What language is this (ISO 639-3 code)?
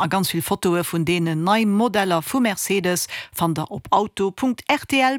ltz